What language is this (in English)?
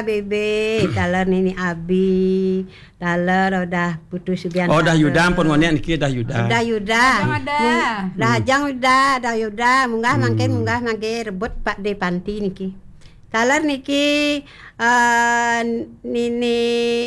Balinese